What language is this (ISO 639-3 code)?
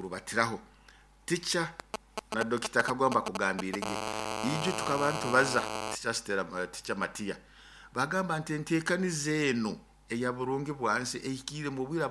nyo